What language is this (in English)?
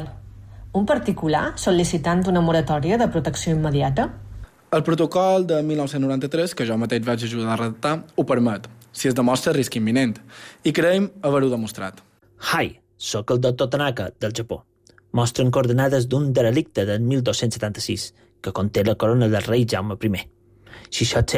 Catalan